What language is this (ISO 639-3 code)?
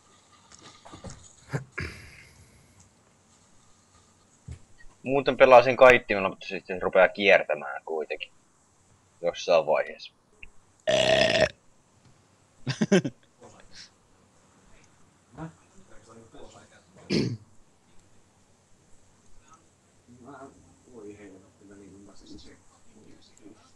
fin